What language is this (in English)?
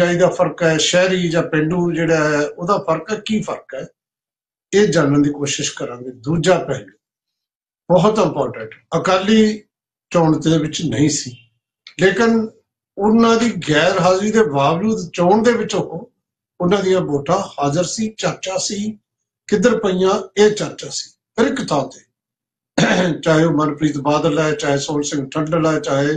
Punjabi